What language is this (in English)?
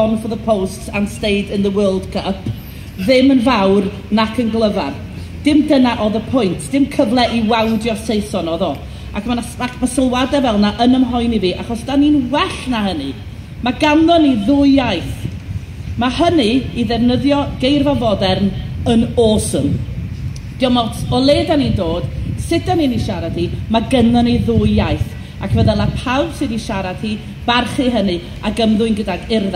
Welsh